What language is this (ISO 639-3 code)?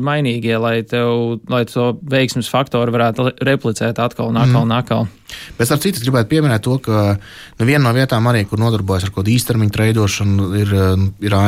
lav